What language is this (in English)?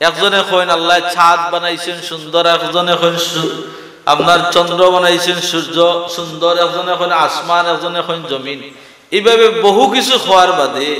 Sylheti